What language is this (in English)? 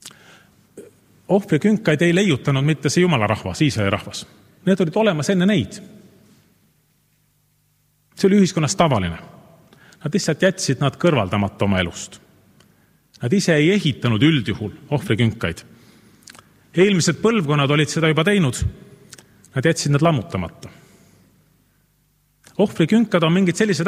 Estonian